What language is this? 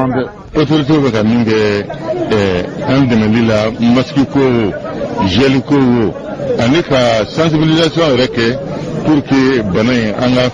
Bambara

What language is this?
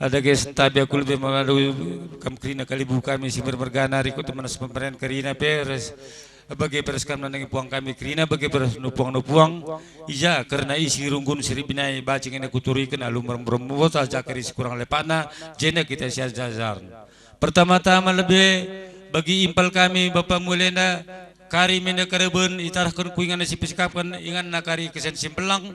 Batak Karo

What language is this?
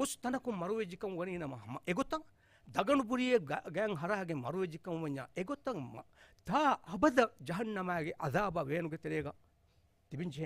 Divehi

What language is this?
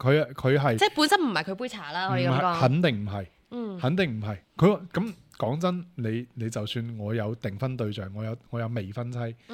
Cantonese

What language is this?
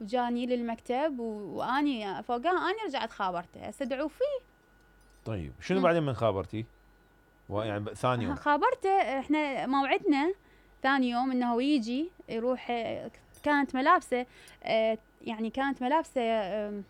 Mesopotamian Arabic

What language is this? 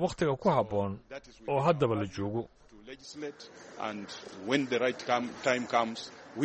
Somali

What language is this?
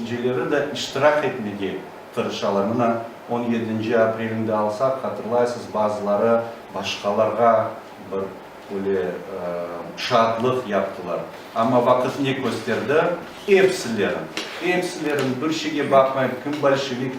Crimean Tatar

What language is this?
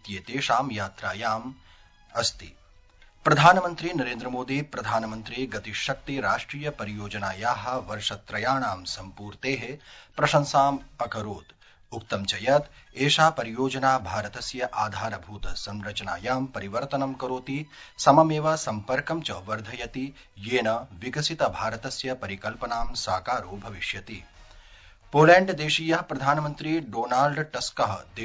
Sanskrit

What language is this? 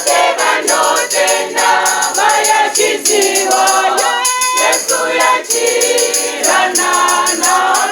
Venda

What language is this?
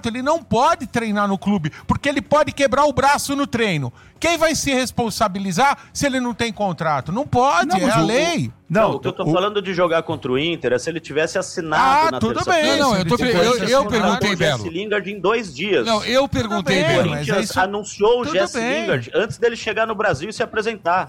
Portuguese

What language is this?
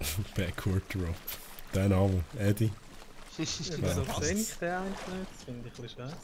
Swiss German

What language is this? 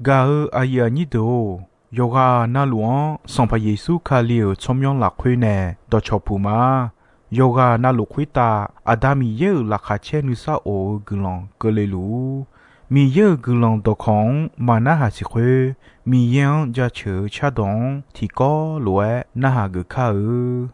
Akha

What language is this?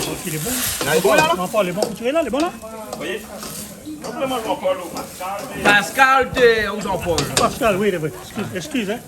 Réunion Creole French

